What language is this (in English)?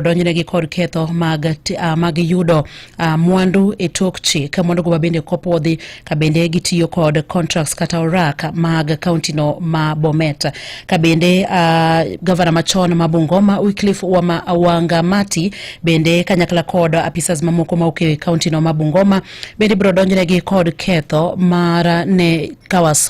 Luo (Kenya and Tanzania)